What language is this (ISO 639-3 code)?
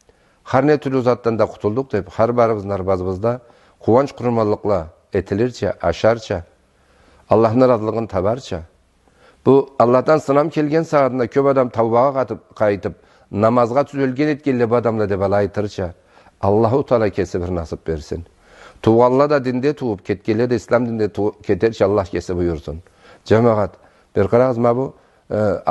krc